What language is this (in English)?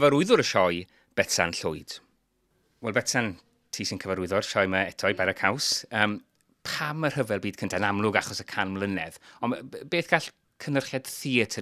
Welsh